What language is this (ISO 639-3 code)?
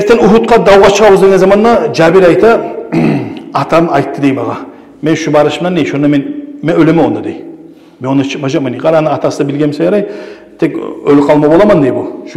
kum